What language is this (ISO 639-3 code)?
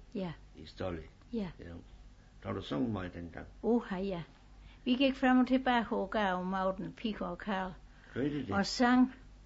dan